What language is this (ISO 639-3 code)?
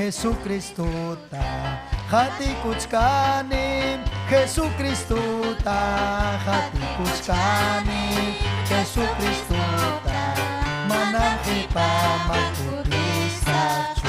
quy